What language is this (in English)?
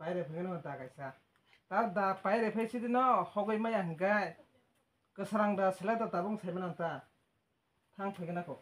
Kok Borok